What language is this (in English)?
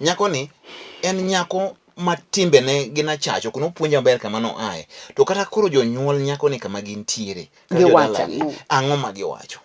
Luo (Kenya and Tanzania)